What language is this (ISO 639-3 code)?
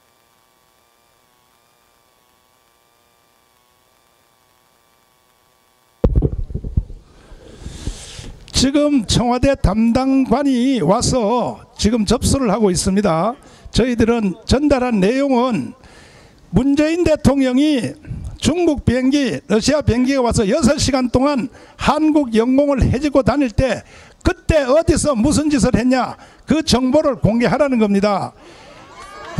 kor